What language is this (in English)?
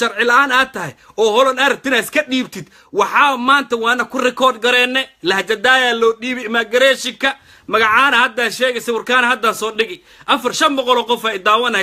Somali